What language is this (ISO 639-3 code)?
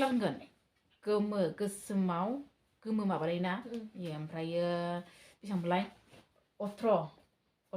brx